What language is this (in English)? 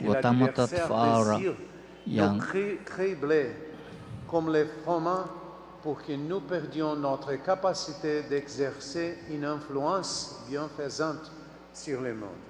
Tahitian